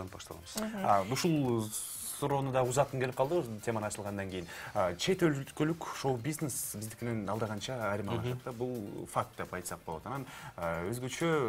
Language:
Kyrgyz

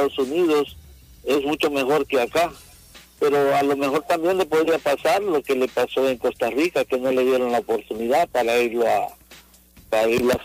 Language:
Spanish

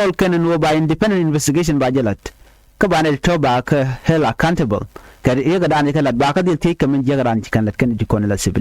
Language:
Nuer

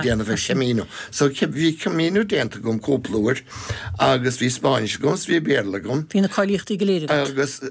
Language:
Irish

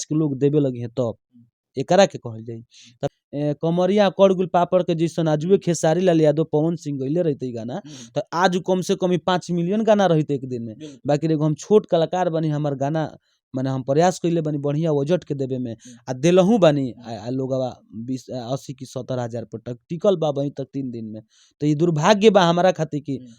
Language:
Bhojpuri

